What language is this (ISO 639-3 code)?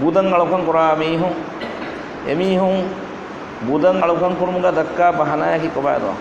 div